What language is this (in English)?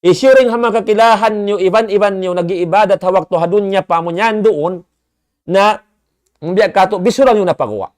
Tausug